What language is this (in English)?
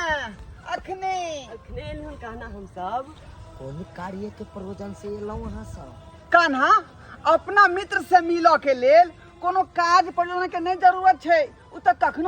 Maithili